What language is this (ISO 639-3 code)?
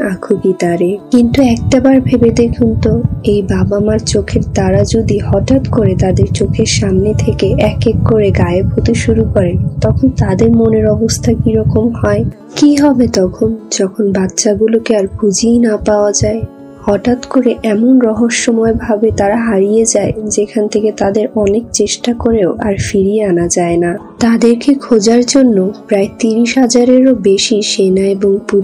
ben